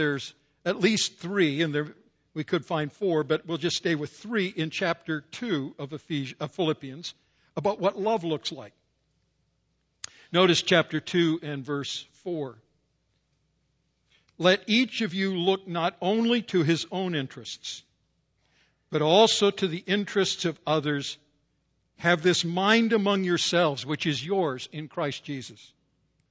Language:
English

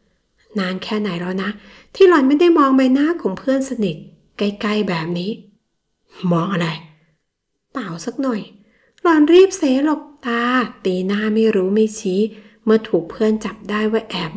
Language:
Thai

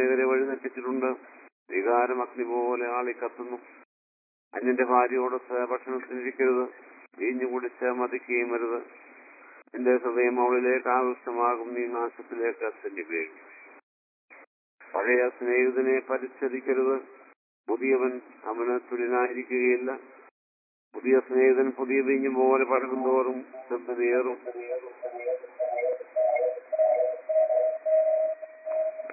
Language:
Malayalam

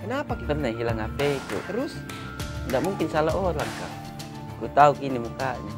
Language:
Makassar Malay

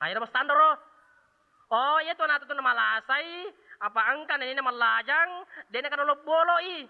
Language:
Buginese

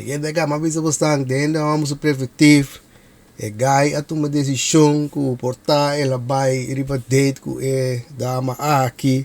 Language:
Papiamento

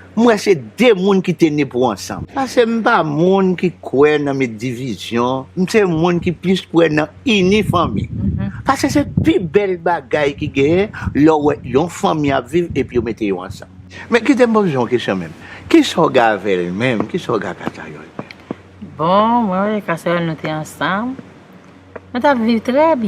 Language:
Haitian Creole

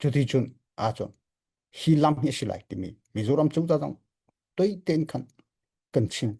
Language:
Hakha Chin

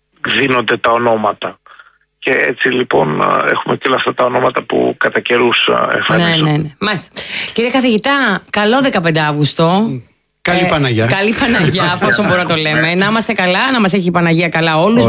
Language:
Greek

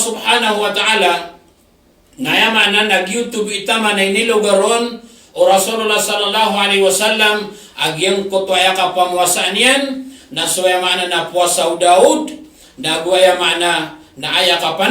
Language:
Maranao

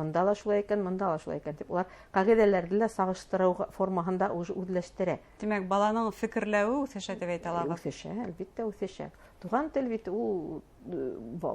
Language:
Bashkir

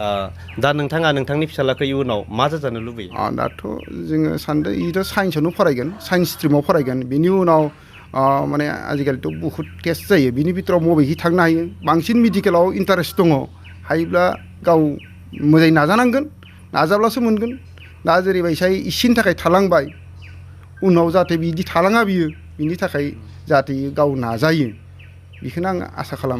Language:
Bodo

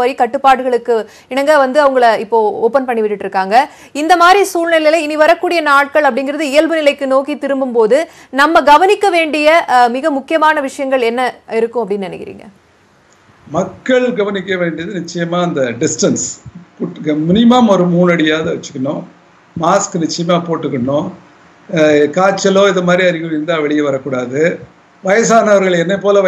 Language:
Tamil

